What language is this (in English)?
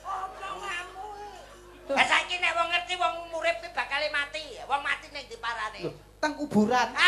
Javanese